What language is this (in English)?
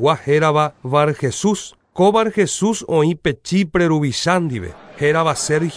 Guarani